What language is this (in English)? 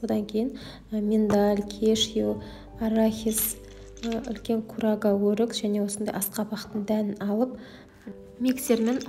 Kazakh